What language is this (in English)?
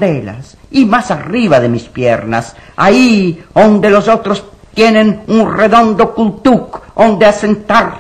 Ladino